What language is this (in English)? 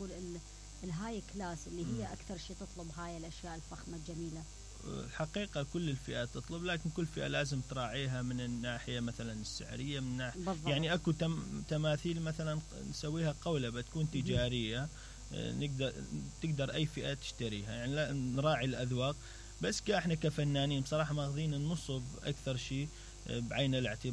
Mesopotamian Arabic